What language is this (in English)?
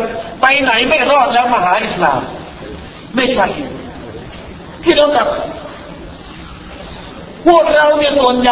Thai